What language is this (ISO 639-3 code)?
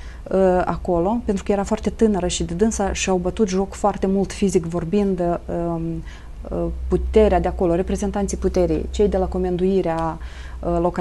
ron